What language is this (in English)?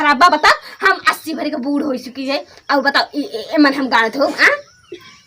Awadhi